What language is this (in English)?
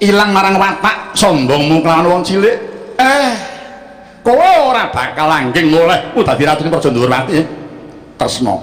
Javanese